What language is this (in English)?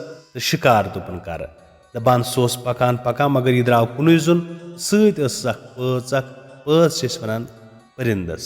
Kashmiri